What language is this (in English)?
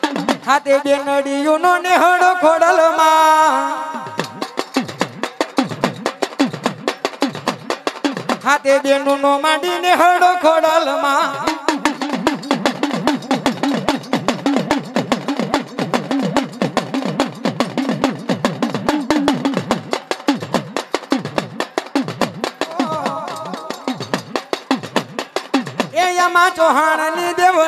Gujarati